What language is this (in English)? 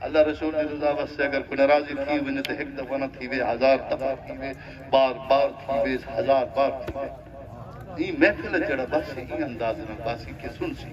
Saraiki